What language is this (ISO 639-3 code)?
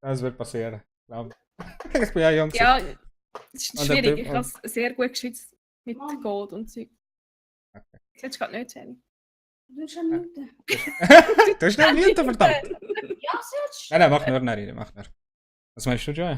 gsw